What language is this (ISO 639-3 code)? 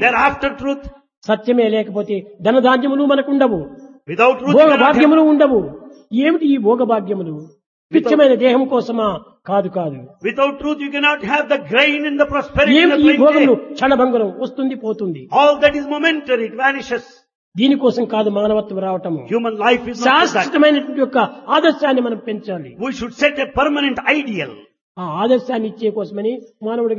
tel